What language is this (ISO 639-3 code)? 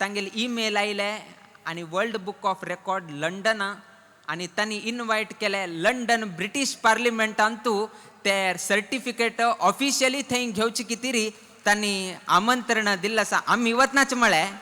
kok